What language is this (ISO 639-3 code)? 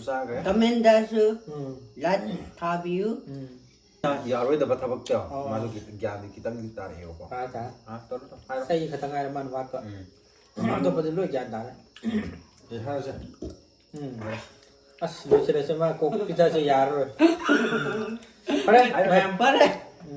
mni